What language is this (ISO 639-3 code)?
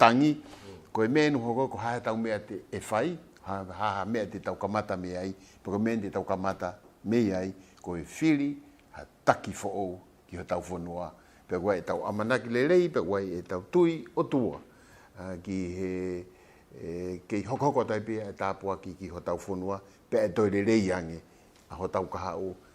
ton